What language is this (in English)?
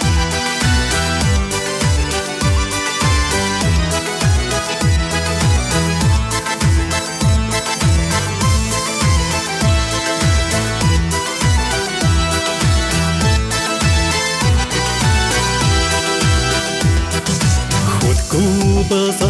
Chuvash